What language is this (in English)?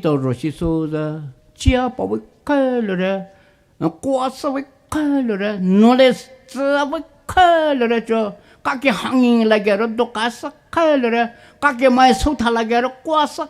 Poumei Naga